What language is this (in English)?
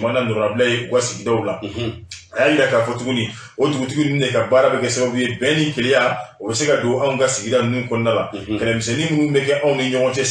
Bambara